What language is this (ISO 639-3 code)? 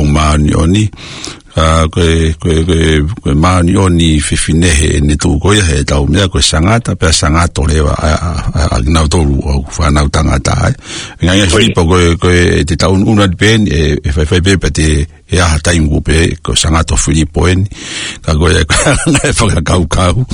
ton